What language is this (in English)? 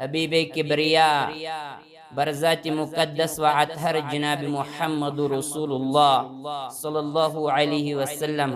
Kashmiri